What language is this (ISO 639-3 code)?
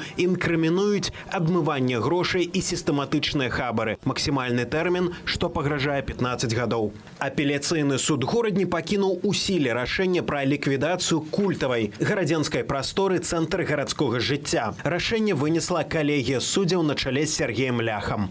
bel